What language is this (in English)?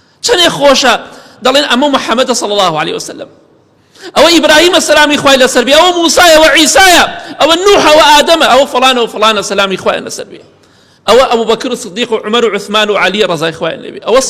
Central Kurdish